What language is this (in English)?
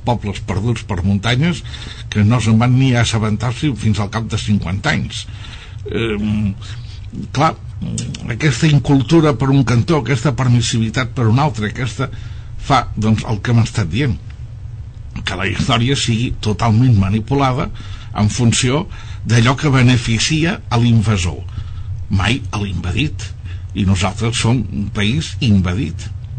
Catalan